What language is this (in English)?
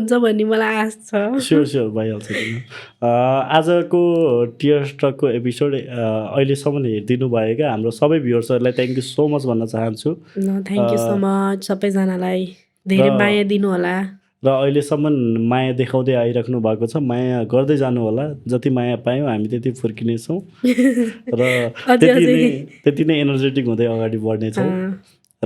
Nepali